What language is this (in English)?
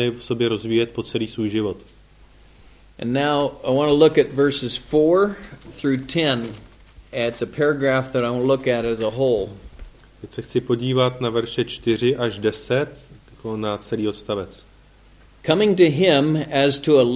Czech